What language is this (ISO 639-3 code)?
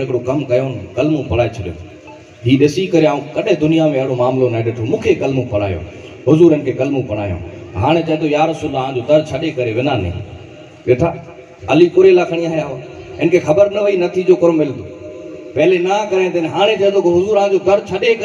snd